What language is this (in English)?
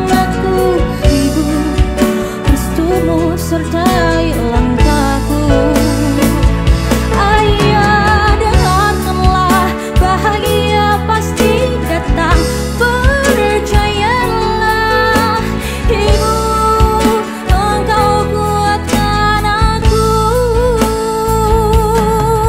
Indonesian